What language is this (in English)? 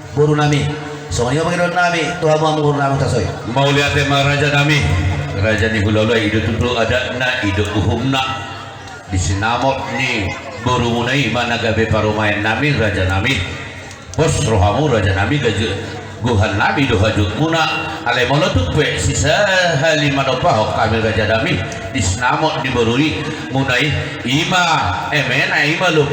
Batak Toba